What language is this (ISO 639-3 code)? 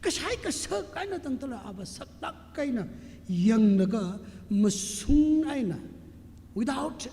nmf